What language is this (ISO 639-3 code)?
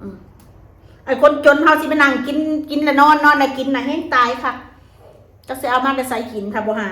tts